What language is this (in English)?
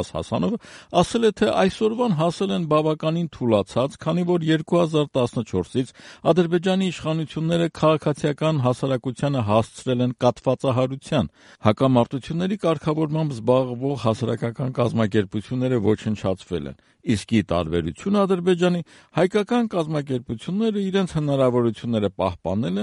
Armenian